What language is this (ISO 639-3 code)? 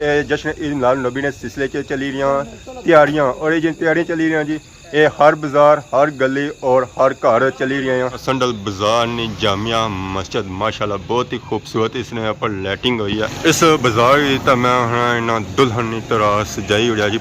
phr